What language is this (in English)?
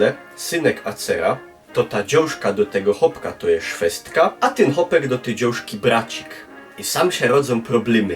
Silesian